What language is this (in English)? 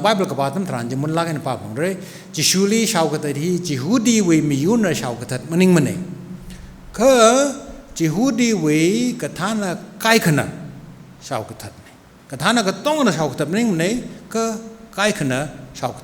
Tangkhul Naga (India)